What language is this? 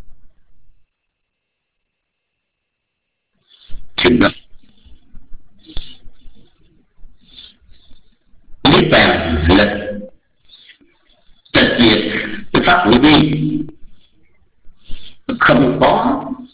Vietnamese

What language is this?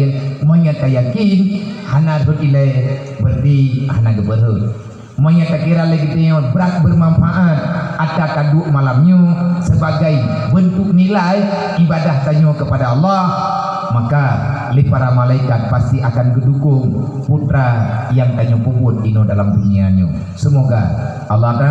Achinese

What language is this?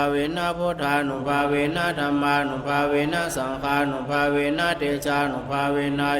Pali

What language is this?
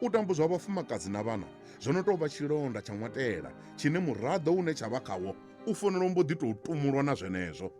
Venda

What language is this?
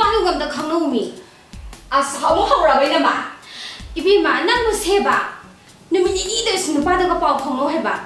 Manipuri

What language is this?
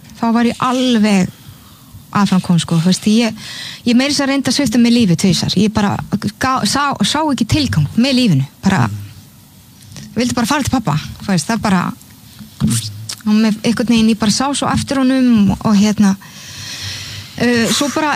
Icelandic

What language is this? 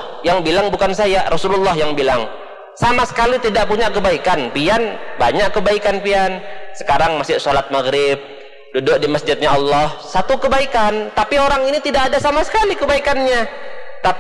Indonesian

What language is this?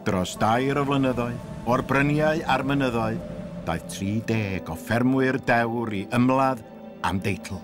Welsh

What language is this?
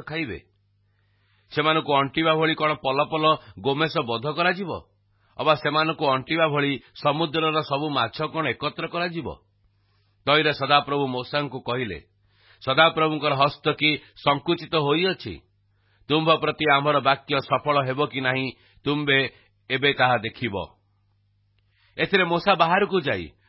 Odia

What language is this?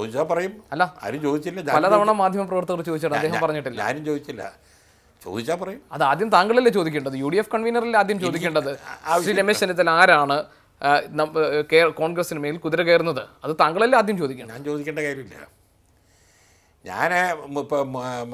Malayalam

